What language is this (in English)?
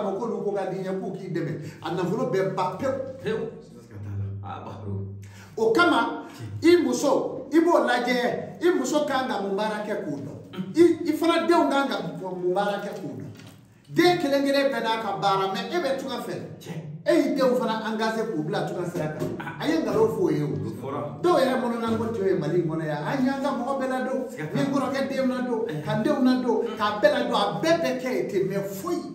Bambara